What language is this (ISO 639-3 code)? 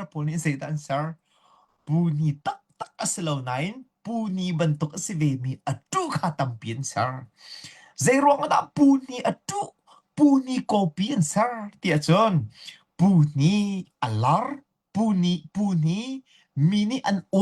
cnh